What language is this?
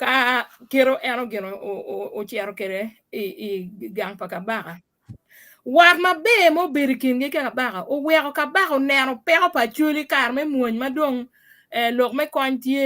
Acoli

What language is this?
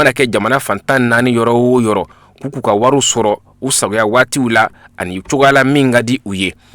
Bambara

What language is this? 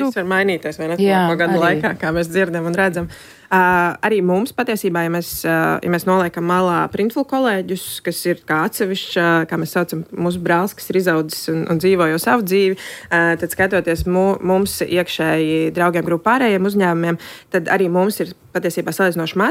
Latvian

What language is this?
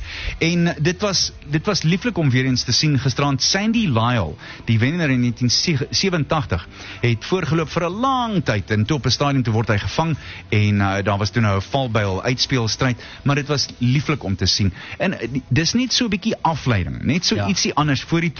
Afrikaans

